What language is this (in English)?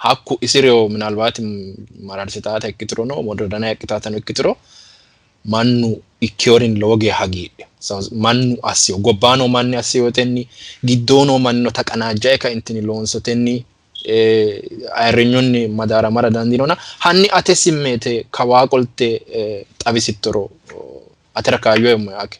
Sidamo